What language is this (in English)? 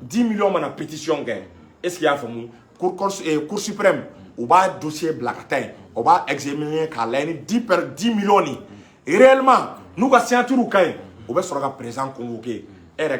Bambara